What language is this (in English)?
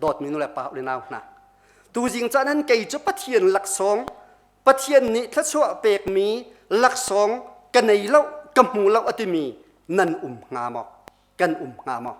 Hakha Chin